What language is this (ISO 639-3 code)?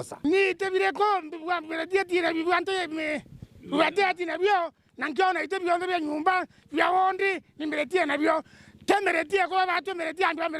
mer